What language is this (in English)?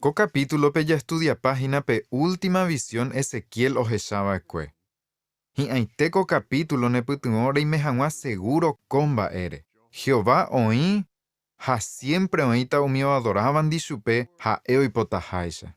Guarani